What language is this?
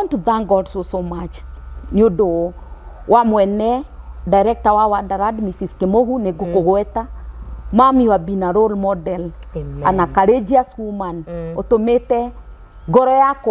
Kikuyu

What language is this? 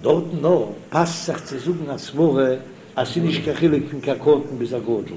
Yiddish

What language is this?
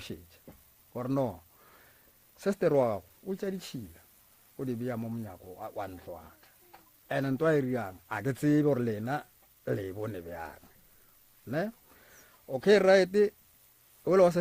Northern Sotho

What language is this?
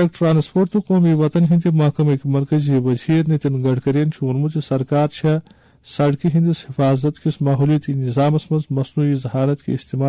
Kashmiri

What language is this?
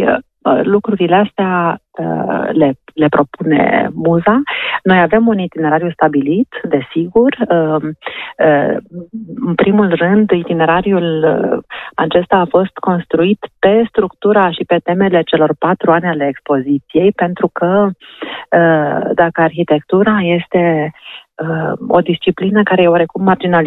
Romanian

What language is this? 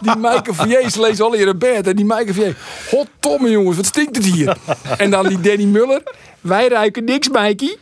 Western Frisian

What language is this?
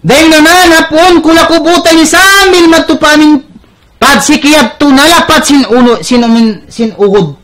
Tausug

